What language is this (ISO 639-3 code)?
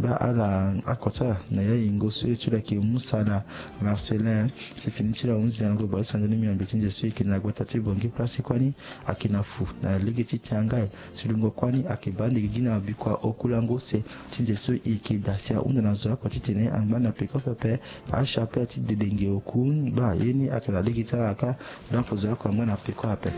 sag